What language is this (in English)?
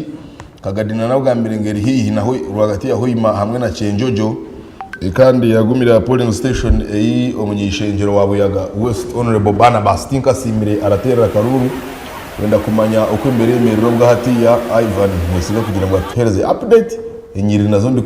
Nyankole